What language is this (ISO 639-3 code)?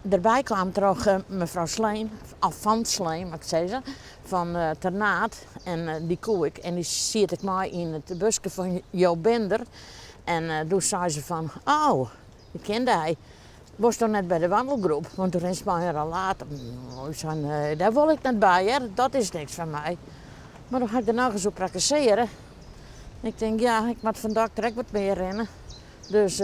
fry